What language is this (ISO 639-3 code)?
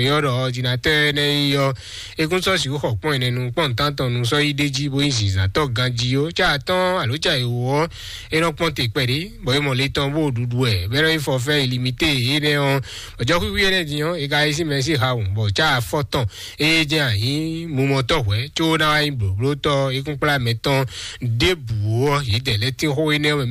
fon